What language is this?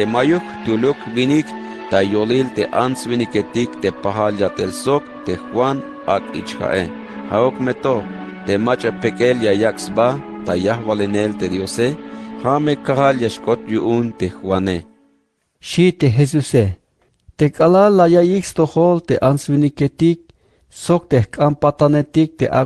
Tzeltal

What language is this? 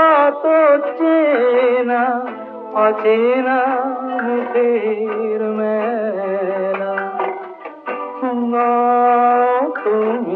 Bangla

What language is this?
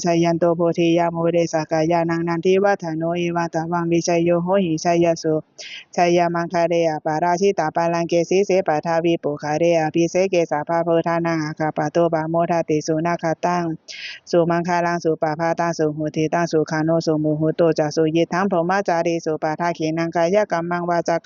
Pali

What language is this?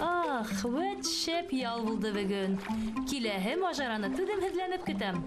Bashkir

